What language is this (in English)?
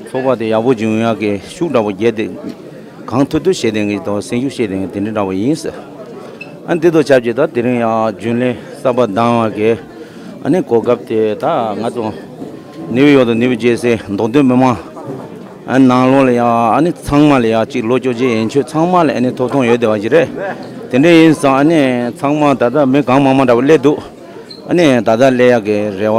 Tibetan